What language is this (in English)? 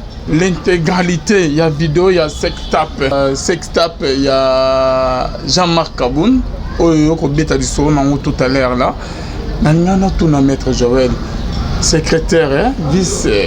Lingala